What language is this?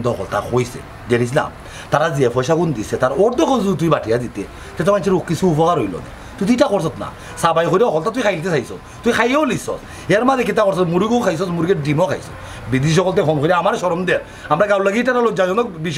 Sylheti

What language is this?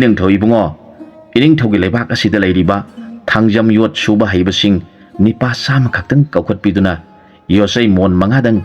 Manipuri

